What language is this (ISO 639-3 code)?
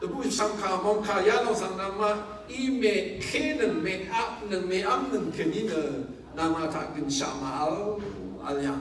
raw